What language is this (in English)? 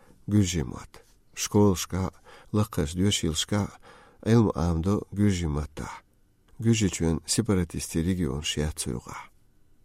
Chechen